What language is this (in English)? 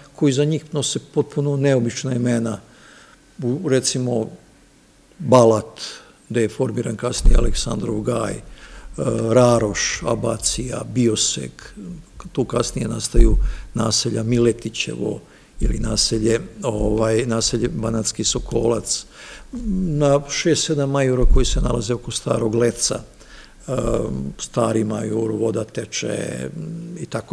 Serbian